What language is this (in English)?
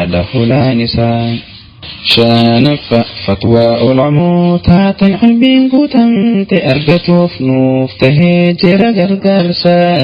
Oromo